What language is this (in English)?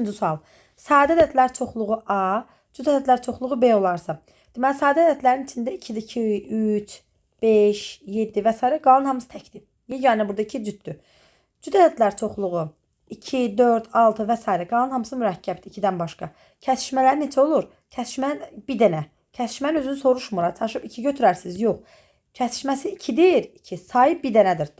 Azerbaijani